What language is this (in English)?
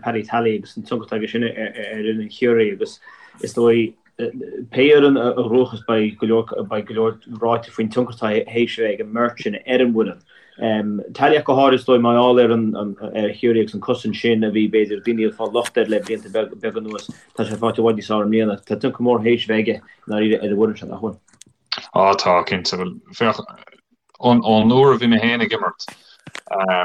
Irish